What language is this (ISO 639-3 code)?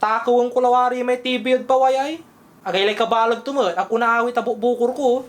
pag